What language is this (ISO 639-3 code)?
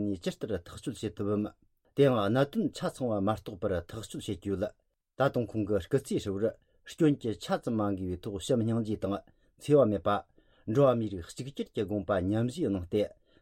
bod